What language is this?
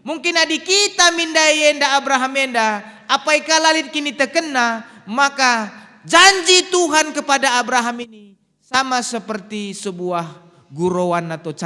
Batak Karo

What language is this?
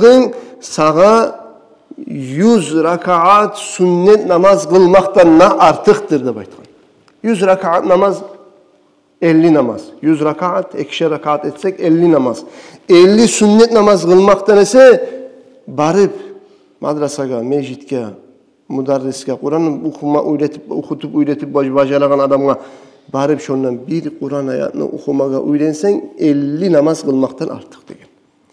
Kumyk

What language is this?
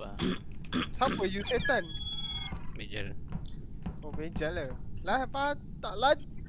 Malay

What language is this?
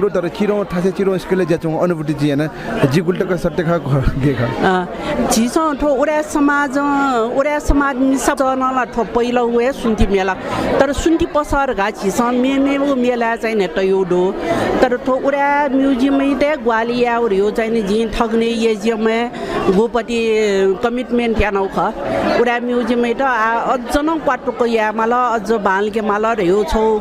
Newari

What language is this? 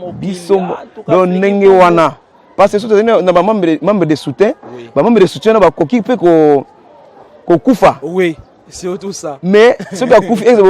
Lingala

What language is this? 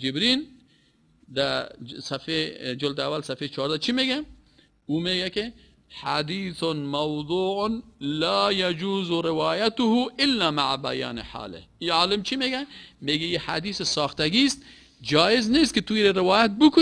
Persian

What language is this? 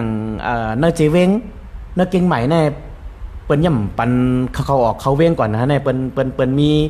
Shan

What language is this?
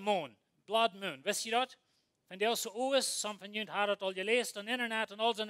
Plautdietsch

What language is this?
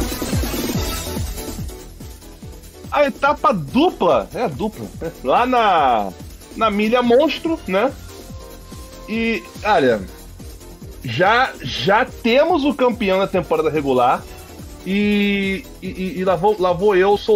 Portuguese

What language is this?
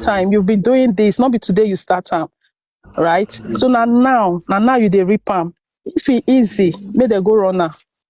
Nigerian Pidgin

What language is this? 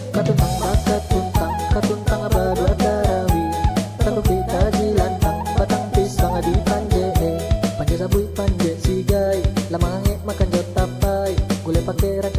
Minangkabau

